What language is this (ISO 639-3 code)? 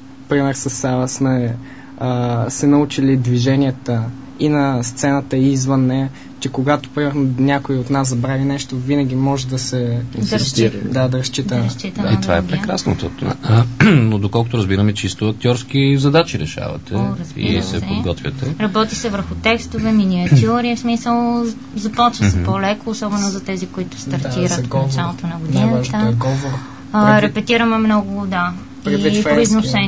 bul